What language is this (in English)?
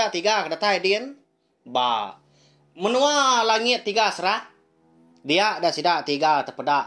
Iban